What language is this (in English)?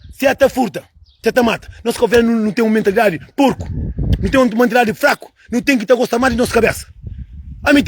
Kabuverdianu